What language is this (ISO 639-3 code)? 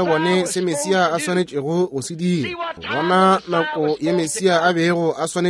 nso